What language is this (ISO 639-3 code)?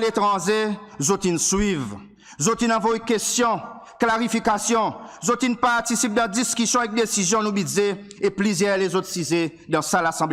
crs